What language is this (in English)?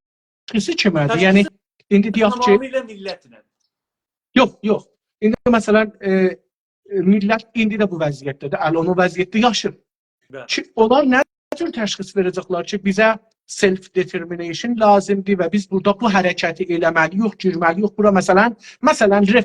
South Azerbaijani